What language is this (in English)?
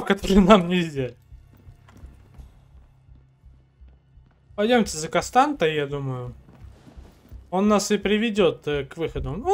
Russian